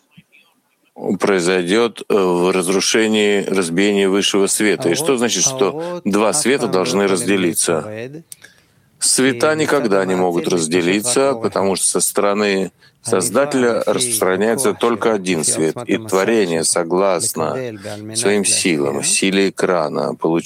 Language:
Russian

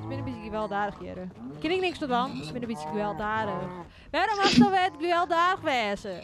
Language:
Western Frisian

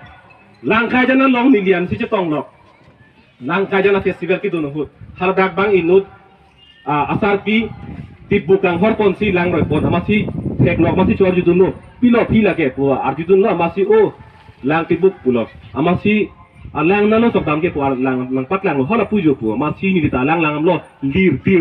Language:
Karbi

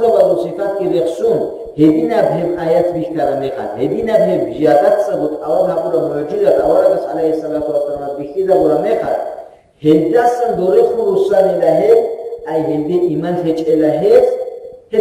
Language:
Avaric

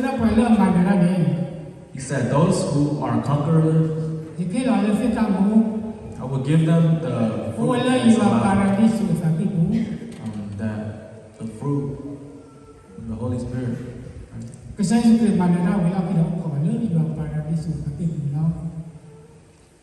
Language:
S'gaw Karen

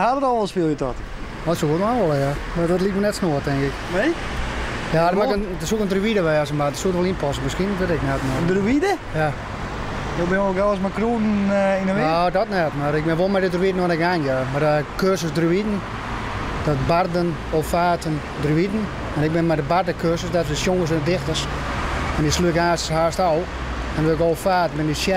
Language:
Western Frisian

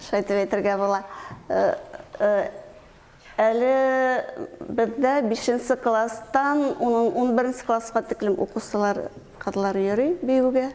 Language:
Bashkir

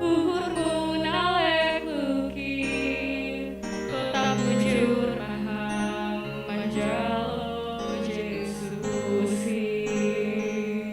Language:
Batak Simalungun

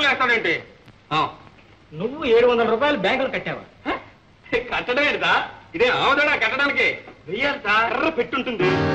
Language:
Telugu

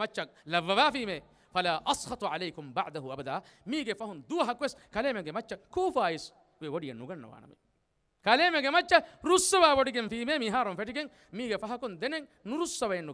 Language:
Divehi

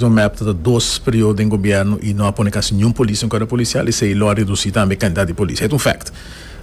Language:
Papiamento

